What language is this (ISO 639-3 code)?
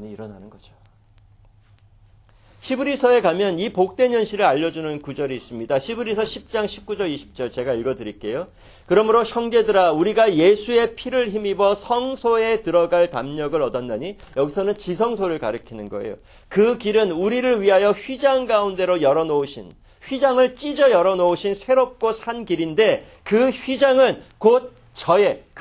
kor